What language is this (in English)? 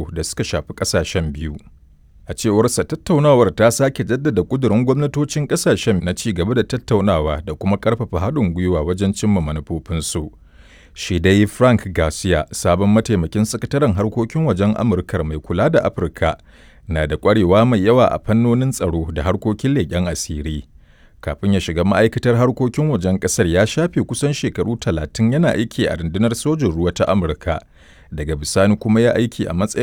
Hausa